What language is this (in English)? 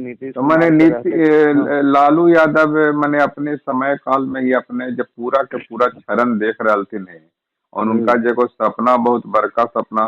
Magahi